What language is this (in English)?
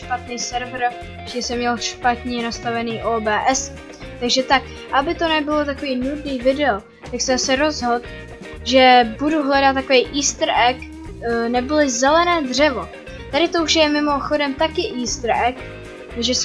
Czech